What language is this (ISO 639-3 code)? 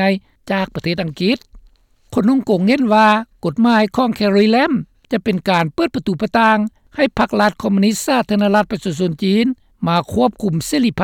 lao